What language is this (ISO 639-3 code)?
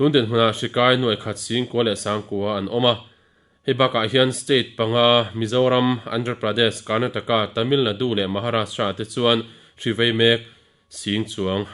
lus